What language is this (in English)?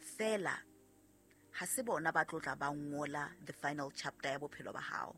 Southern Sotho